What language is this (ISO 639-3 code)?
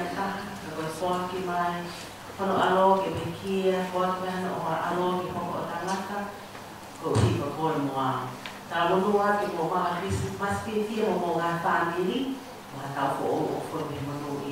ton